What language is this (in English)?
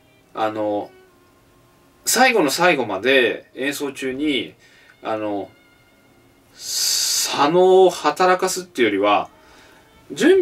Japanese